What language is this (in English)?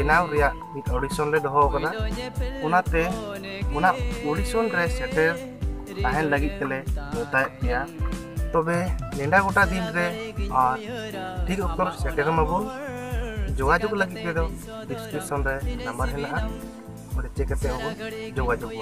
Santali